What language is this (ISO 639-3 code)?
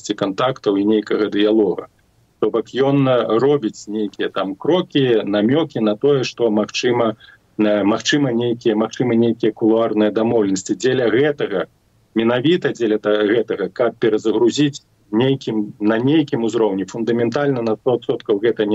bel